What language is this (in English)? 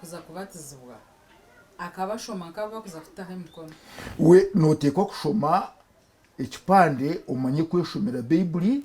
Nyankole